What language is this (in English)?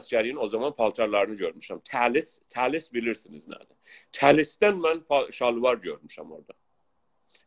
South Azerbaijani